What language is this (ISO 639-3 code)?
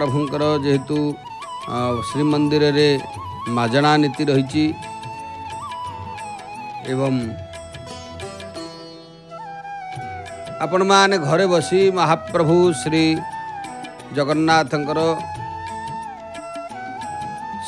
ori